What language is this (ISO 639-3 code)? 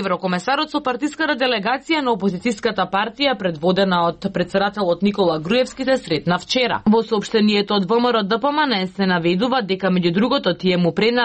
mkd